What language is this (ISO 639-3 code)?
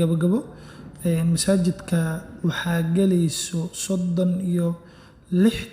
som